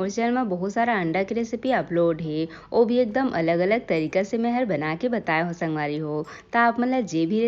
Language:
Chhattisgarhi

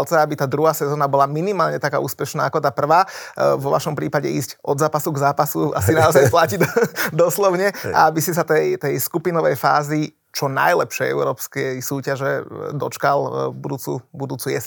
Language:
Slovak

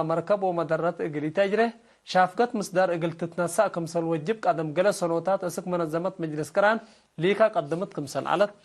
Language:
Tigre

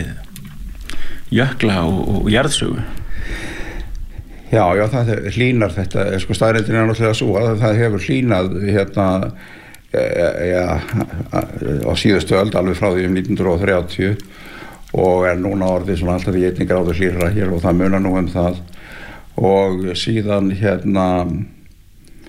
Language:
Icelandic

